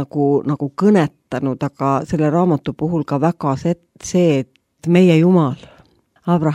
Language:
Estonian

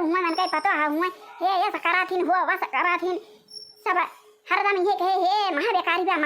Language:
Awadhi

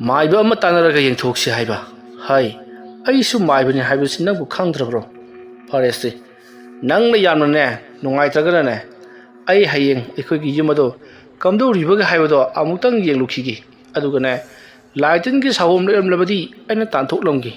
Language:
Manipuri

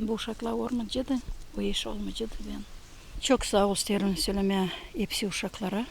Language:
Gagauz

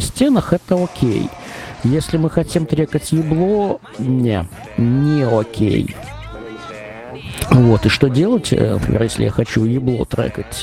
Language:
Russian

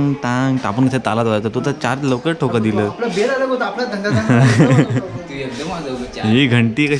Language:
Marathi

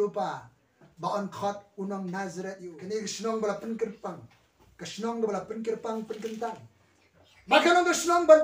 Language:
Khasi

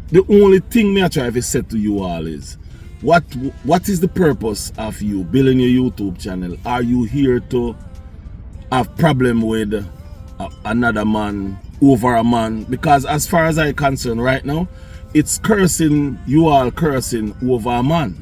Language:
Jamaican Creole English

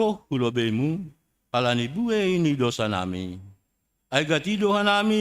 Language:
Batak Simalungun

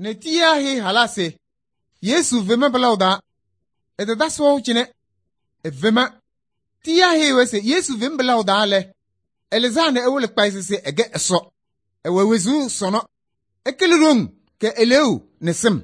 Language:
Kabiyè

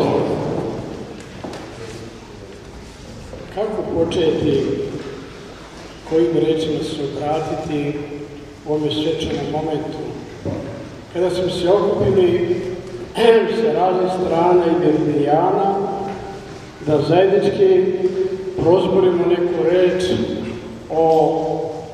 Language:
Serbian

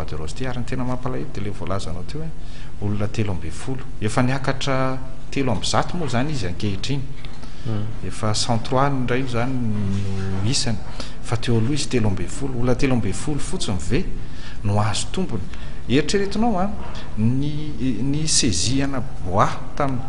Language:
Malagasy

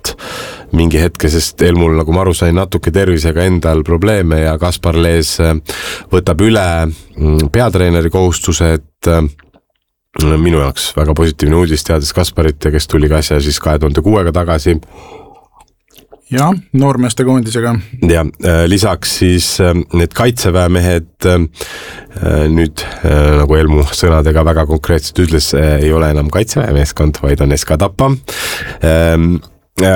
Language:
Estonian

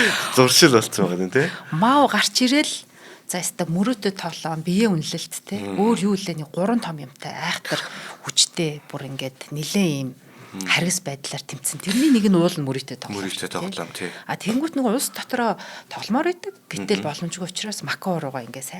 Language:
Mongolian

